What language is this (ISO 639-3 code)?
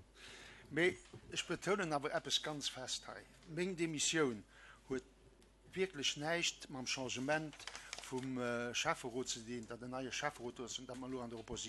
ltz